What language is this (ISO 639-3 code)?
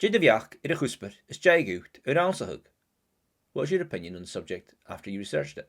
gla